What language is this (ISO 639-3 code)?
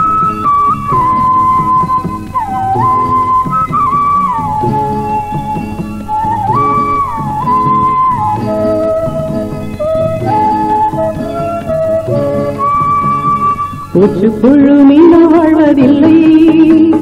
tam